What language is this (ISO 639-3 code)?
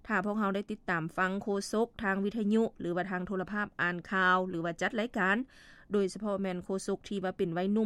lao